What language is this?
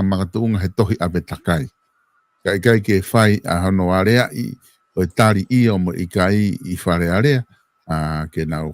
Tongan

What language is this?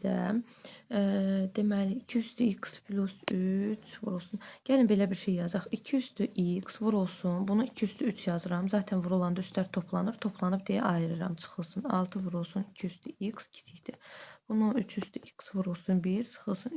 Azerbaijani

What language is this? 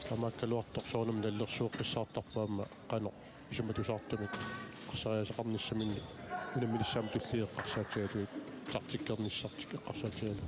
Kalaallisut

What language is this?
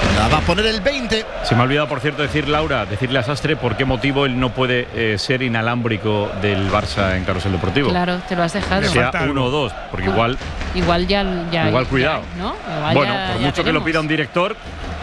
Spanish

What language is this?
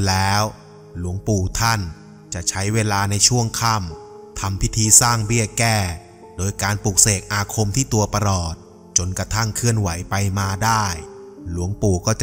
Thai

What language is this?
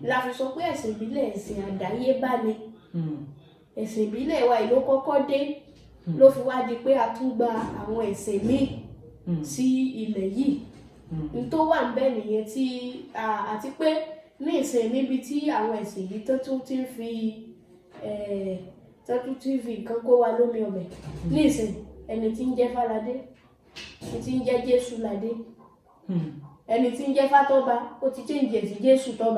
Yoruba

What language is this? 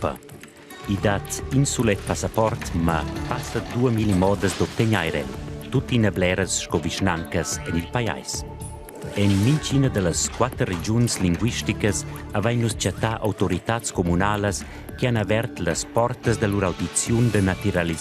Romansh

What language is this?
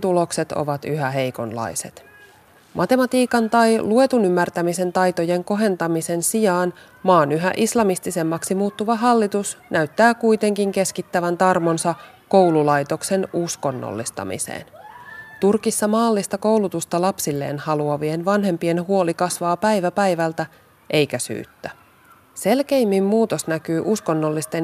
Finnish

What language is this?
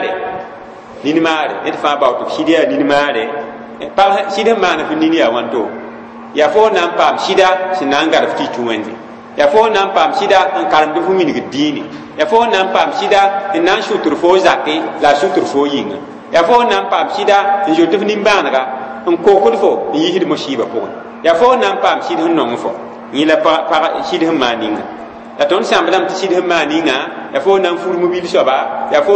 Mossi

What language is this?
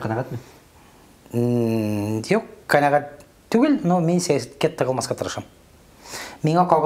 Tatar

